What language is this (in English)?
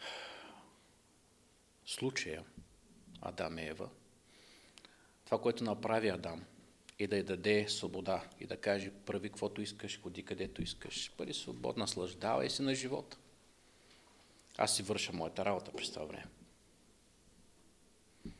Bulgarian